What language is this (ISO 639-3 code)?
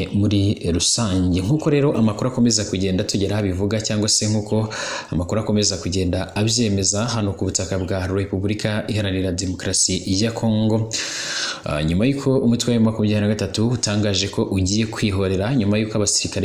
kin